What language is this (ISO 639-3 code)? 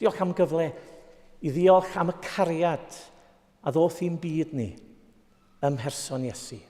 cym